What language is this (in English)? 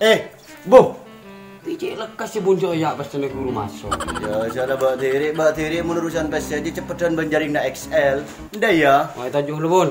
Madurese